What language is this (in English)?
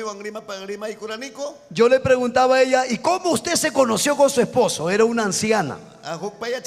Ayacucho Quechua